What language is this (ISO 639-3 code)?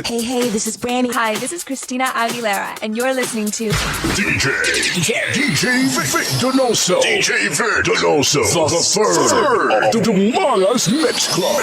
hil